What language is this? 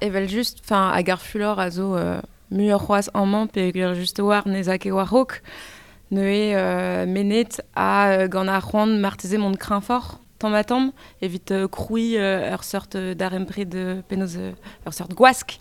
Breton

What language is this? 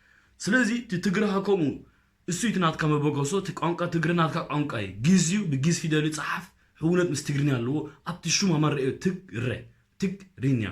Tigrinya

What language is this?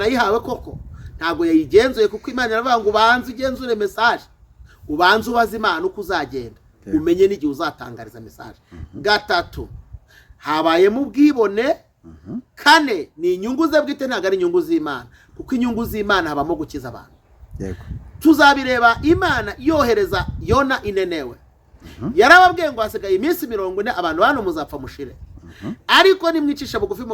Kinyarwanda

